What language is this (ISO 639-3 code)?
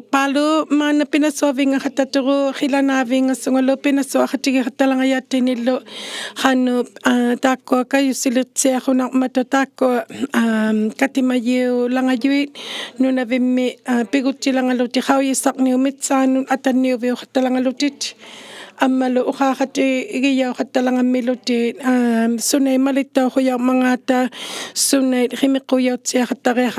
iku